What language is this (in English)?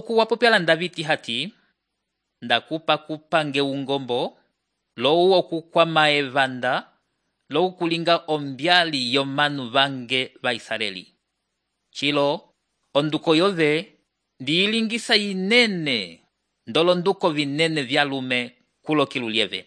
Umbundu